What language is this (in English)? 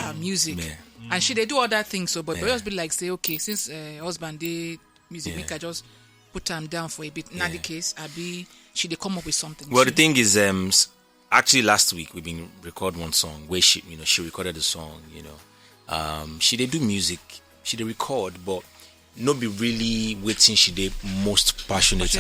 Nigerian Pidgin